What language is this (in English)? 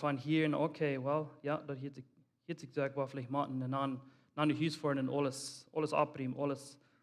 Plautdietsch